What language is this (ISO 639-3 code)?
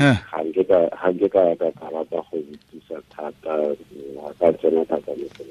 tsn